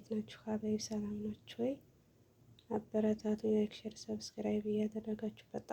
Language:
Amharic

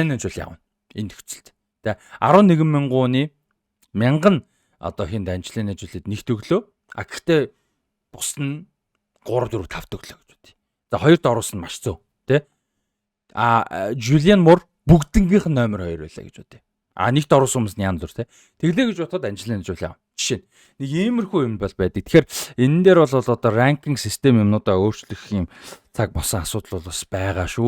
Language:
Mongolian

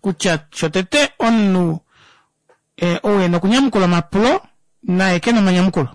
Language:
Kuanyama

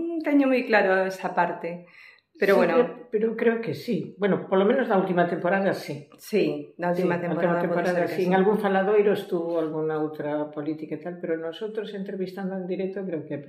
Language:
Galician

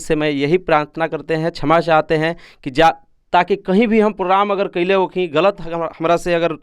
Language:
Bhojpuri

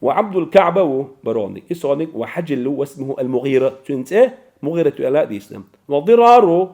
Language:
Chechen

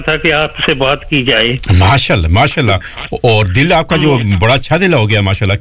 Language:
Urdu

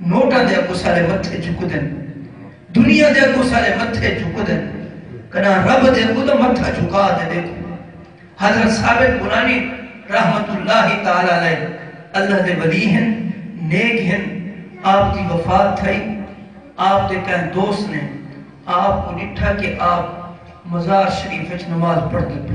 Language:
Saraiki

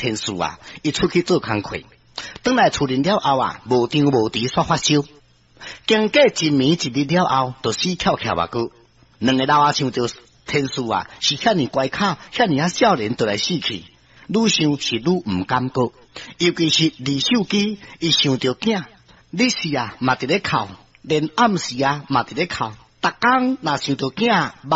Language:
Min Nan Chinese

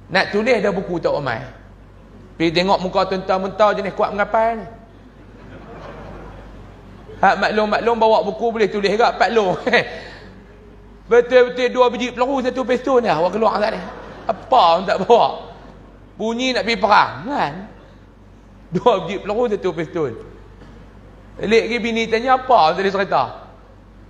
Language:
Malay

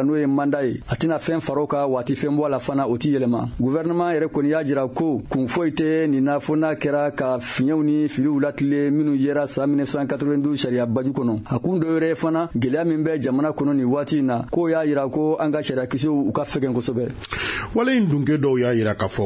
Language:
Bambara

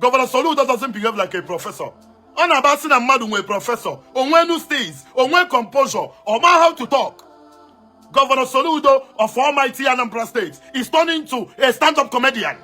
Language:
Igbo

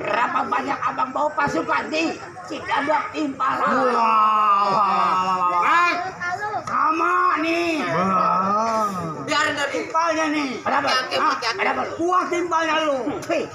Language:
Betawi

